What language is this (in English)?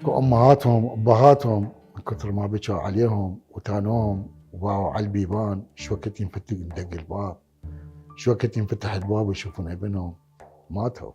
Mesopotamian Arabic